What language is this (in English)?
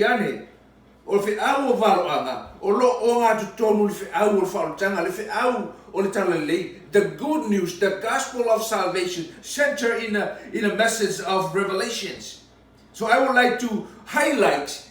Samoan